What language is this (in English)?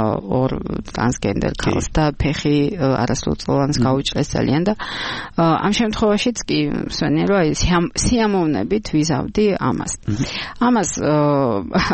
Georgian